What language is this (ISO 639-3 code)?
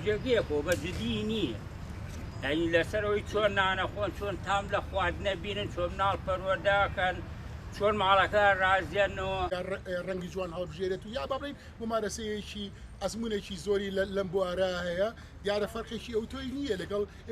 ckb